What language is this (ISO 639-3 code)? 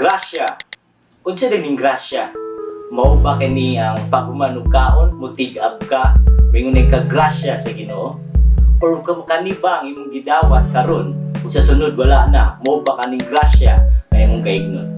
ceb